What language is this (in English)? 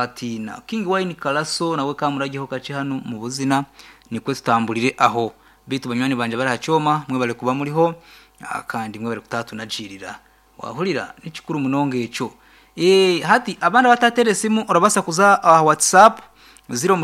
Nyankole